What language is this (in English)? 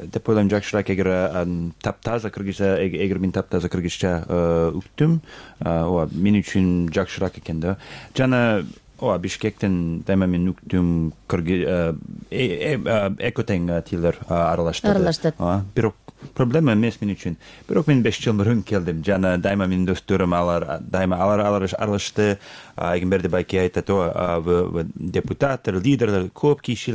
Kyrgyz